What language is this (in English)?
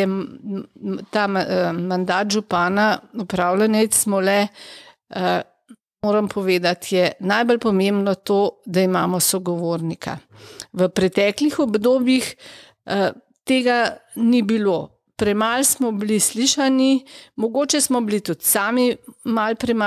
Slovenian